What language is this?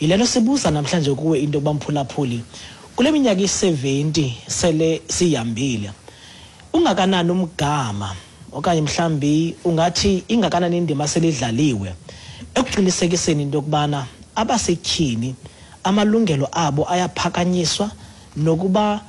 Xhosa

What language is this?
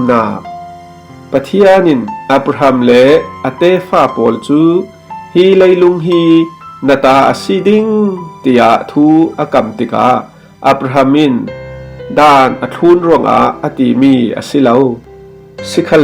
Falam Chin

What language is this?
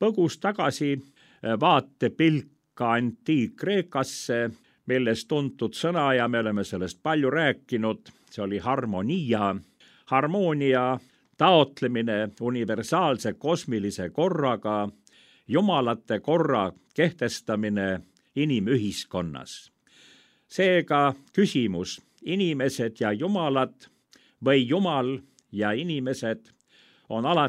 Estonian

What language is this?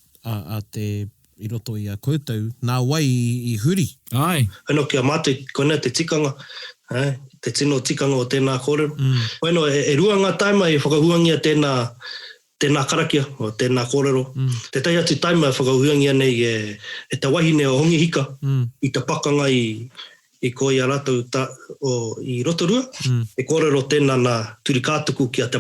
Māori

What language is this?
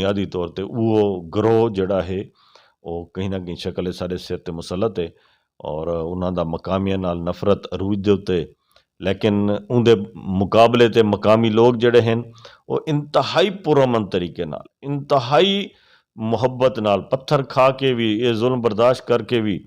Western Panjabi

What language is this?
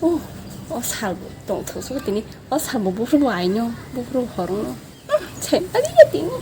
Kok Borok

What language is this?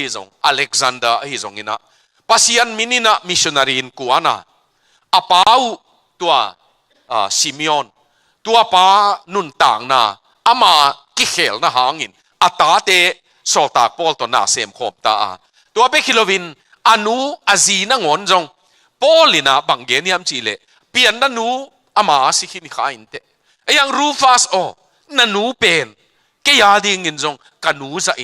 Tedim Chin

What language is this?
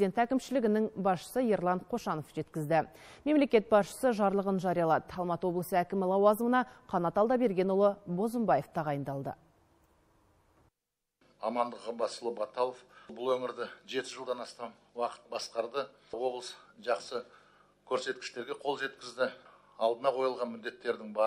Kazakh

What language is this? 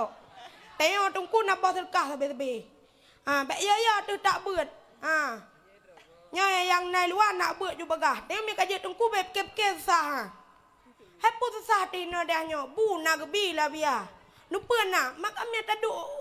Achinese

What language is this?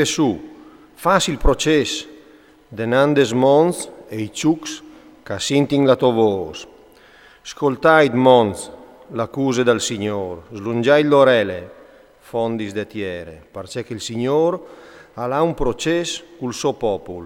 Friulian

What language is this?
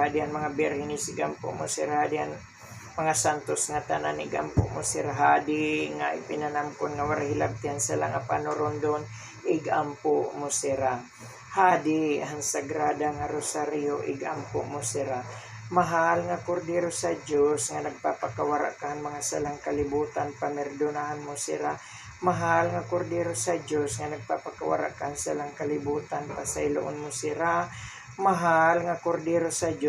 Waray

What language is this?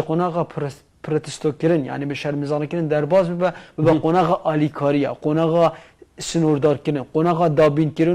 Kurdish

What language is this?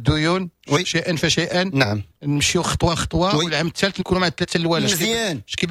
Moroccan Arabic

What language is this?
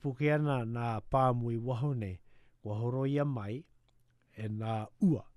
Latvian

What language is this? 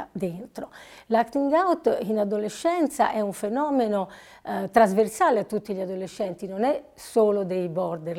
Italian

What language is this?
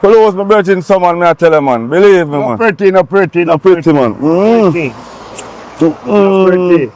Jamaican Creole English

